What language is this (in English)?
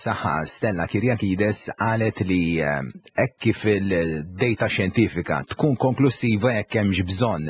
Maltese